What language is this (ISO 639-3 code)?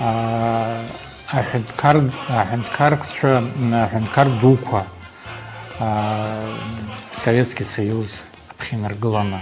abk